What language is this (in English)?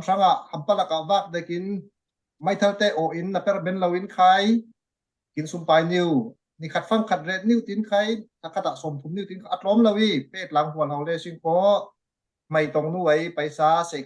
Falam Chin